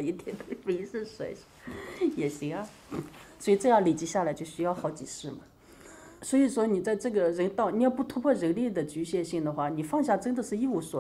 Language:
Chinese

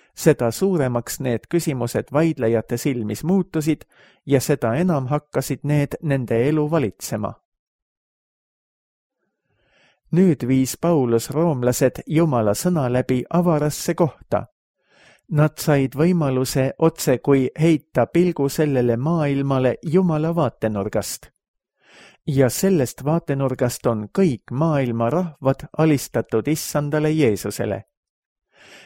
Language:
Estonian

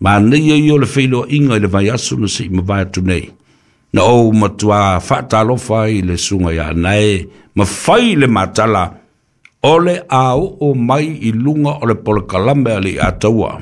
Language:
Samoan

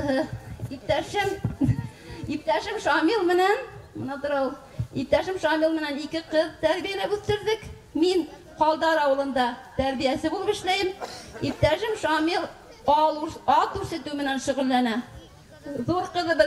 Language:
Bashkir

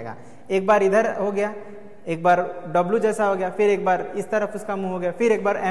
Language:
Hindi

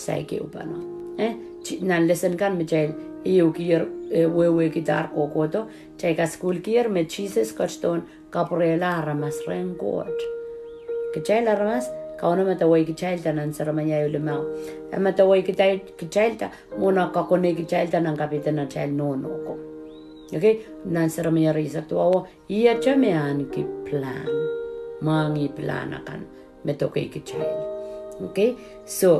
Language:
Pohnpeian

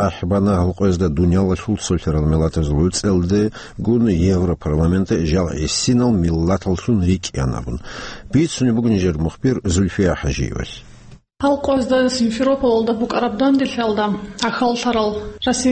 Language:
Avaric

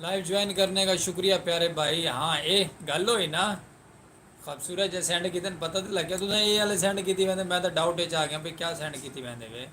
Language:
Saraiki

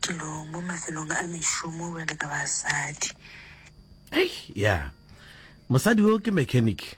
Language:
Northern Sotho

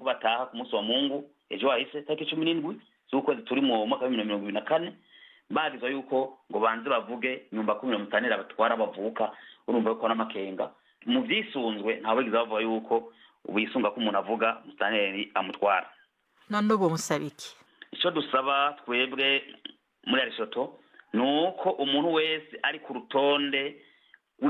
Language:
Rundi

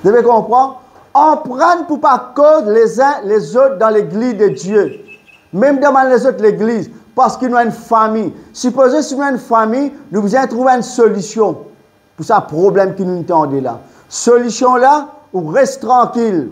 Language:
Morisyen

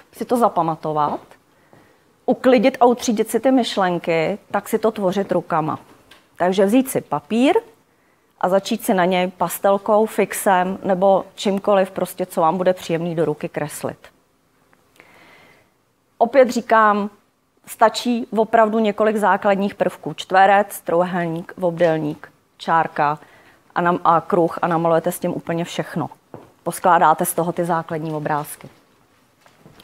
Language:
Czech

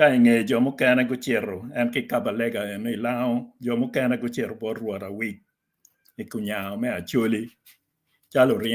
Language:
Acoli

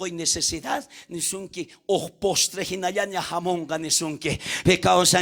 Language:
South Bolivian Quechua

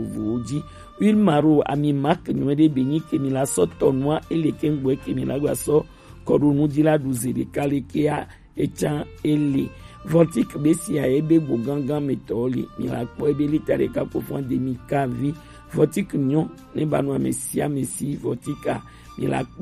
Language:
Gen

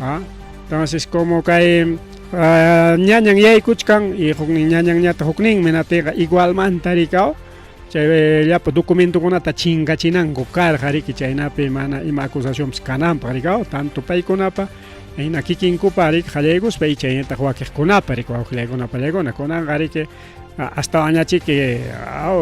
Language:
Ayacucho Quechua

